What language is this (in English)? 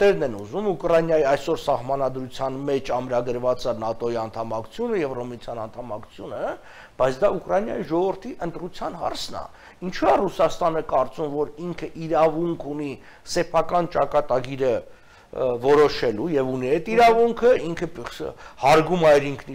Armenian